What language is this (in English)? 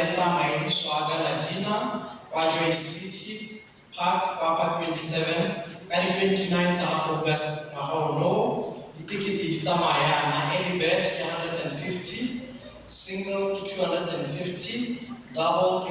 Tswana